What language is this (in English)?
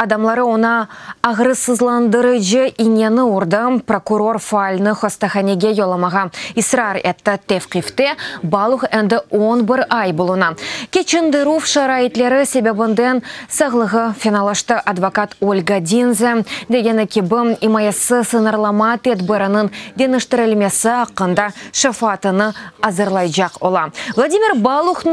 Crimean Tatar